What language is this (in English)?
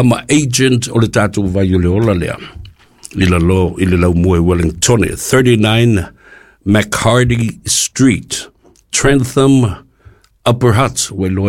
Samoan